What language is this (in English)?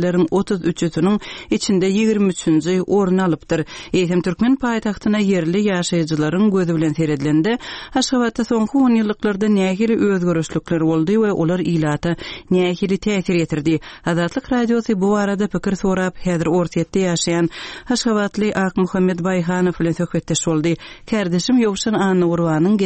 Turkmen